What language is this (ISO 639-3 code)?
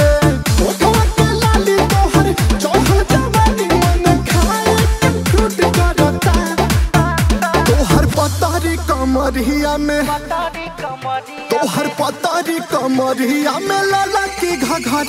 bho